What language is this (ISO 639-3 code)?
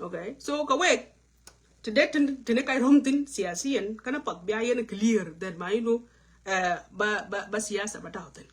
nus